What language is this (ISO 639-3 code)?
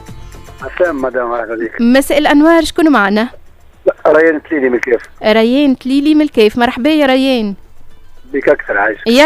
aeb